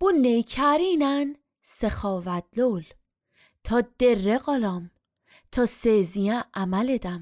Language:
Azerbaijani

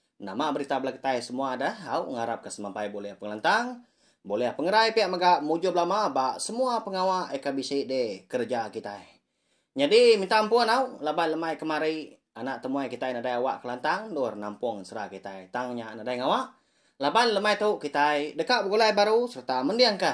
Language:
Iban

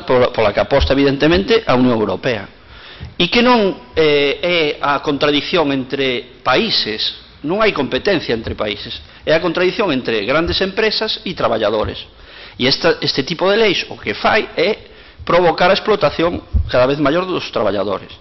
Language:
Galician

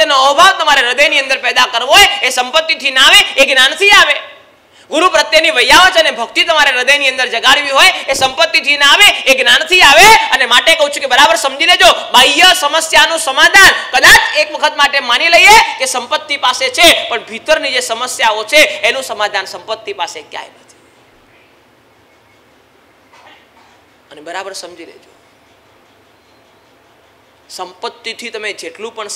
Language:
Gujarati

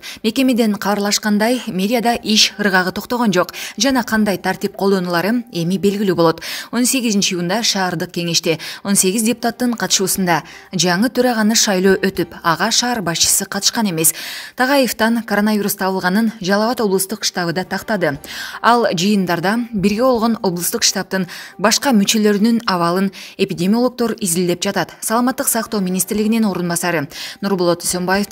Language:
Kyrgyz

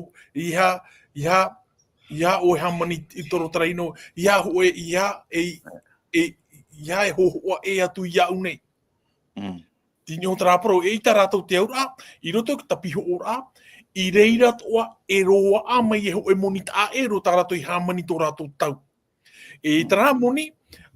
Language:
Tahitian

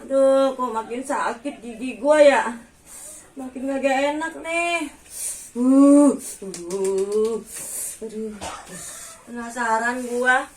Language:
Betawi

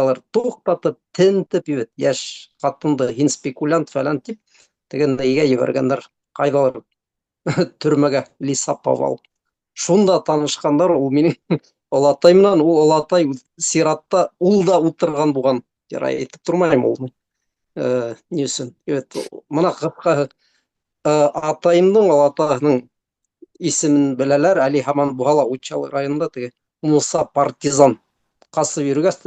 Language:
Bashkir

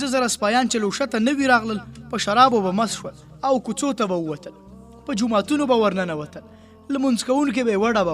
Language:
Pashto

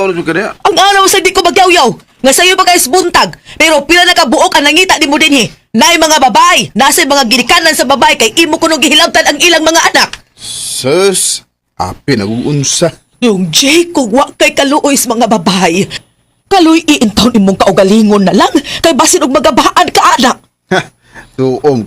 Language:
Cebuano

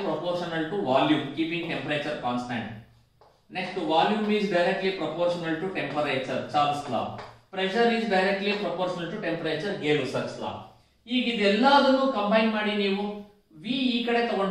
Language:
Kannada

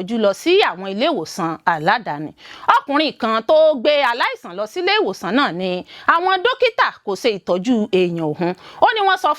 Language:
Yoruba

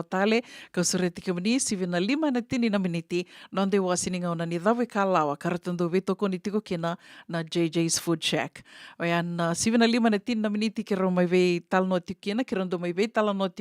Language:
Fijian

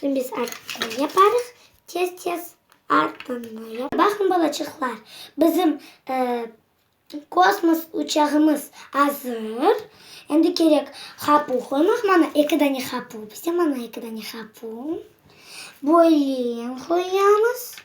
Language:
Crimean Tatar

